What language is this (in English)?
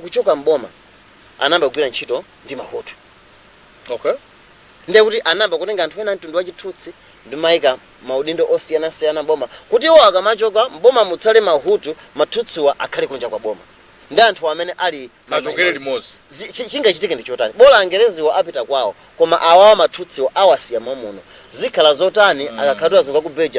Nyanja